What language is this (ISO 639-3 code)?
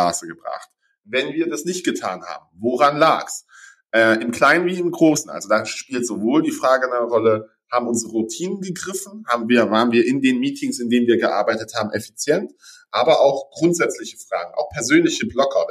deu